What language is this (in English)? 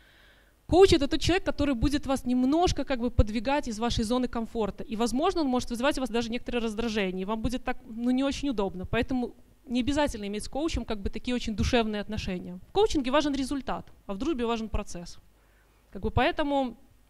Russian